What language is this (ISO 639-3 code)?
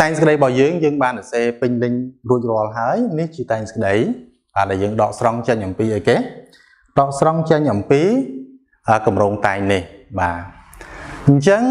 khm